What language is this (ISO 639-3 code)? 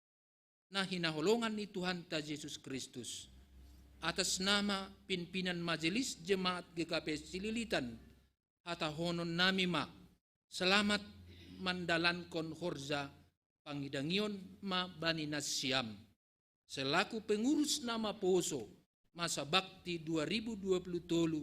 bts